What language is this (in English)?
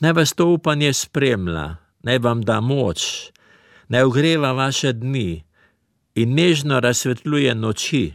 Slovenian